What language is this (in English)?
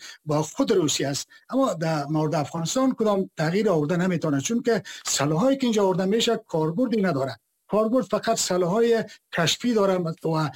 Persian